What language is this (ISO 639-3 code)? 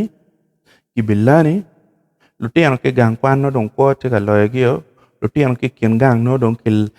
ach